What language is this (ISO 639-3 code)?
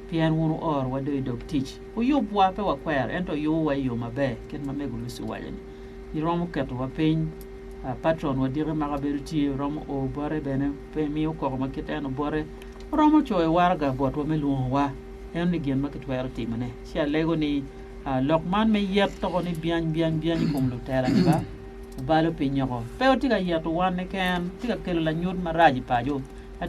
ach